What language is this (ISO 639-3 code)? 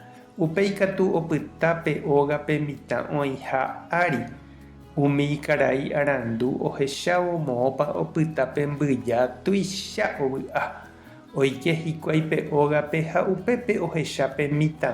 grn